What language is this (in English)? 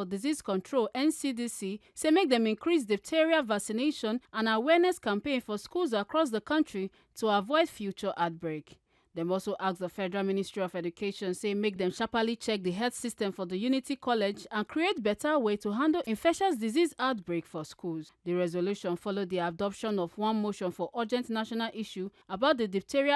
Nigerian Pidgin